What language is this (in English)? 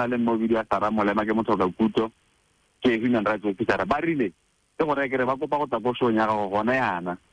Tswana